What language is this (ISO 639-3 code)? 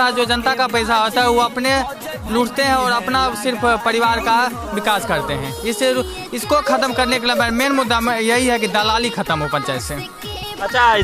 hin